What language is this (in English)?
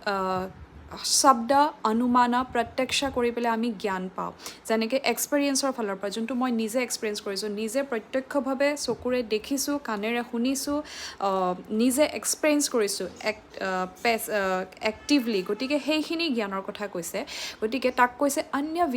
Assamese